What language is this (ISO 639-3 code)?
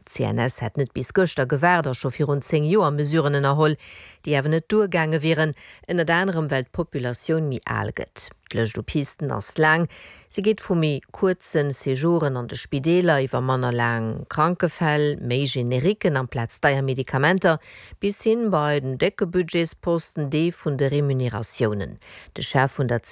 ltz